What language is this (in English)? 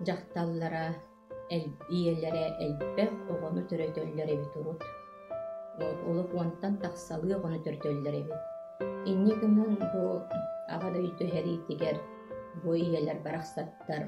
Yakut